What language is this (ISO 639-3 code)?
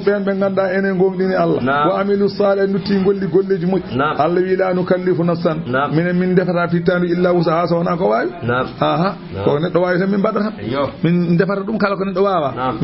ful